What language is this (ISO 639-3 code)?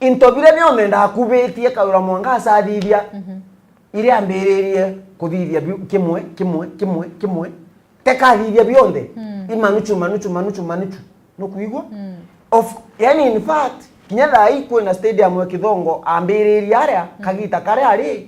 mer